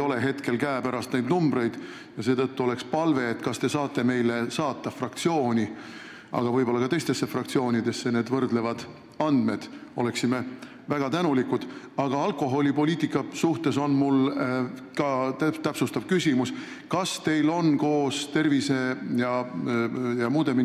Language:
Estonian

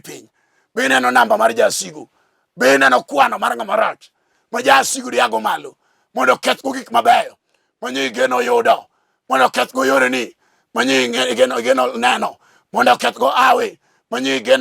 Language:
Luo (Kenya and Tanzania)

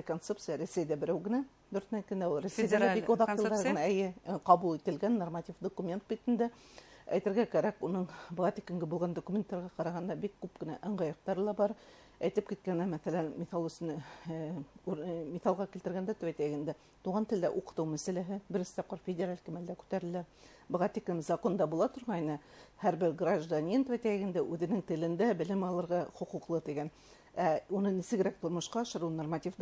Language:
Bashkir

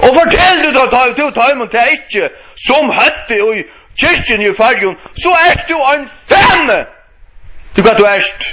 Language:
Faroese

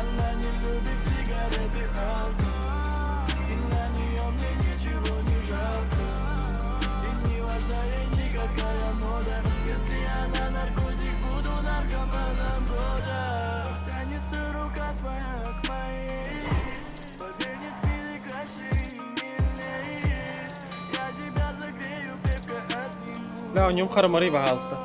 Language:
Yakut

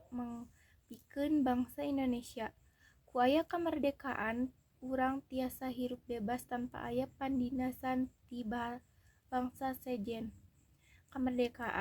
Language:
Sundanese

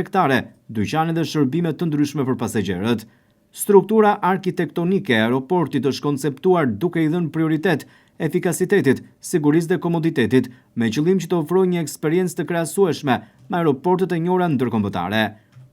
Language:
Albanian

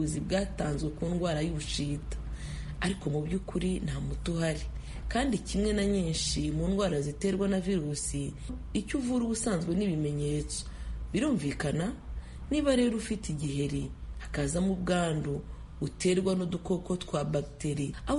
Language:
Kinyarwanda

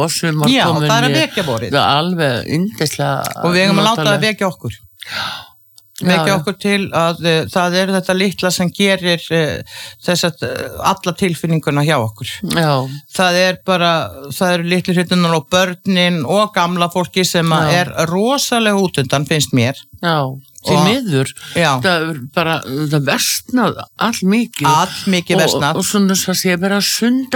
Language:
Icelandic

